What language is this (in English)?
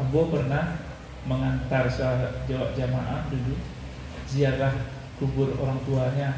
Minangkabau